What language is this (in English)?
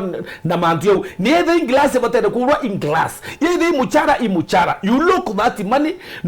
Meru